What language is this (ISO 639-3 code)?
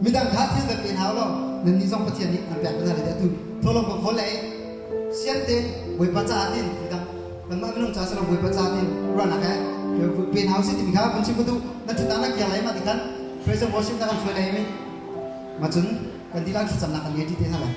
cnh